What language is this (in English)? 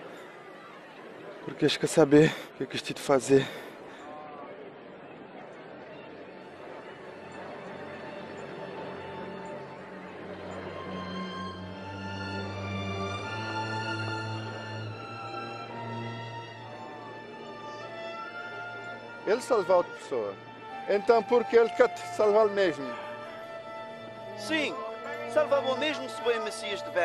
Portuguese